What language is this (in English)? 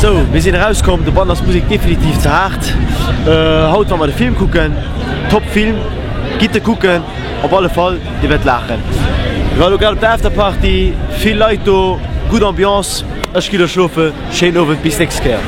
Luxembourgish